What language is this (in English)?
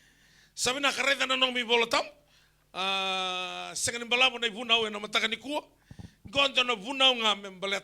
Fijian